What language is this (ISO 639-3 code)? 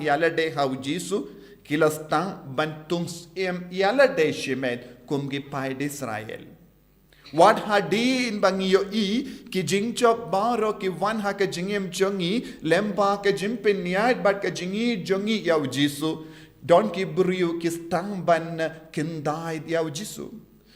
kha